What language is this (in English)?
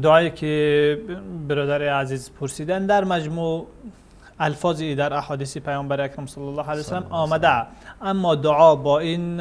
Persian